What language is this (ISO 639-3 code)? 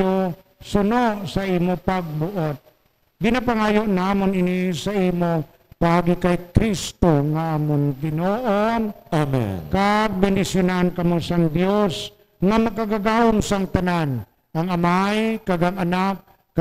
hil